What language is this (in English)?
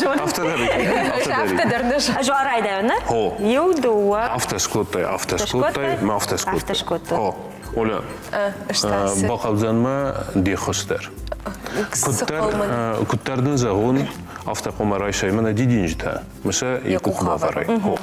Ossetic